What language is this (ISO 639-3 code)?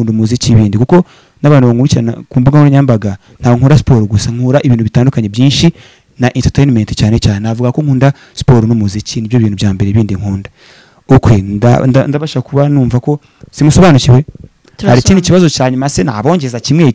kin